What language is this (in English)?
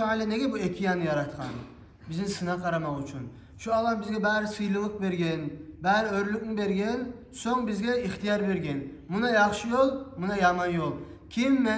Kumyk